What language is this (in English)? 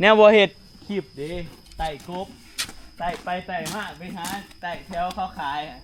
Northeastern Thai